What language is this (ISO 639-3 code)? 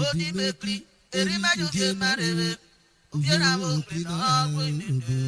urh